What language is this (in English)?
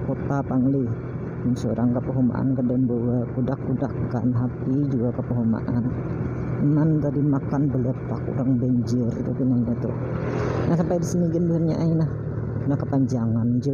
Banjar